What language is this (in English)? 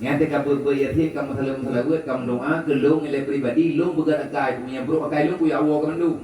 Achinese